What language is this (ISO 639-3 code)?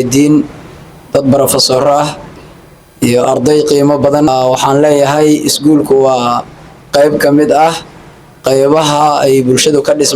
som